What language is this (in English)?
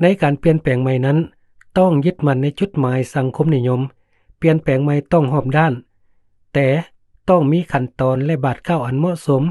Lao